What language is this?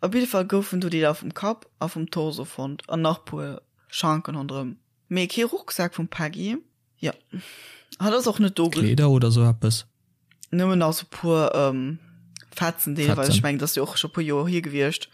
Luxembourgish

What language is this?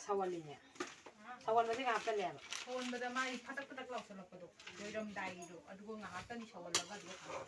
Manipuri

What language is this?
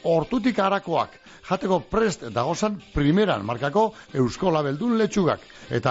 Basque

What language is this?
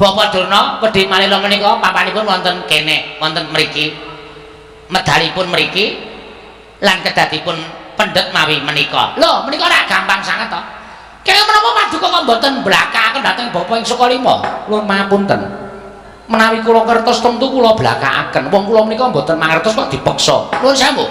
Javanese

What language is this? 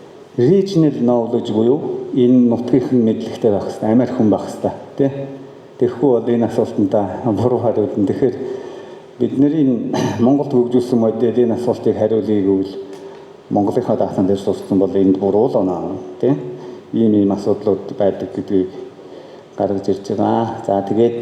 Mongolian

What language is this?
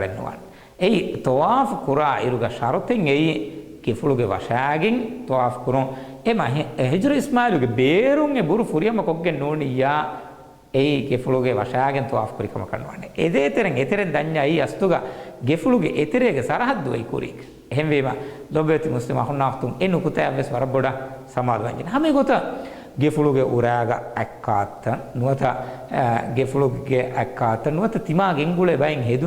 Divehi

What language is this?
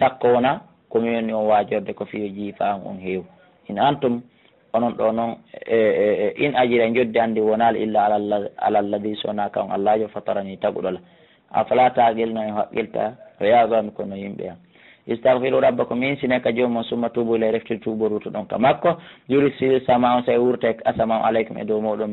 Fula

